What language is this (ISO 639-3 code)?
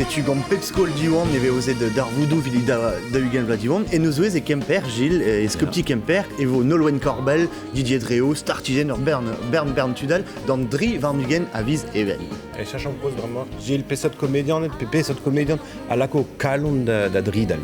bre